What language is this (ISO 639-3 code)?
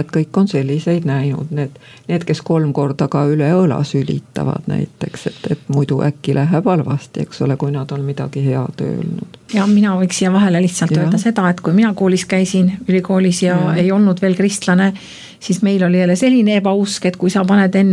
est